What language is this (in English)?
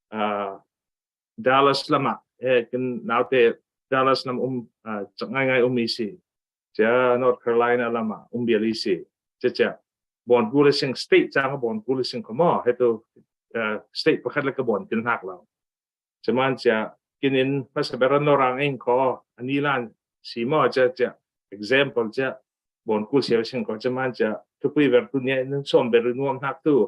Falam Chin